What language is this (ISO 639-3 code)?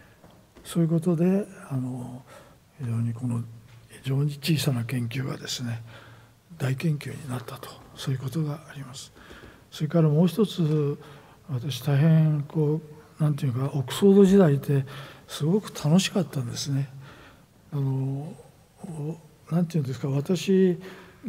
jpn